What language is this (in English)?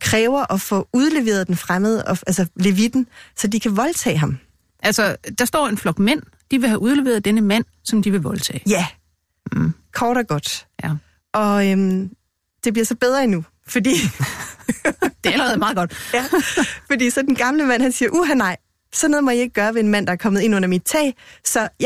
Danish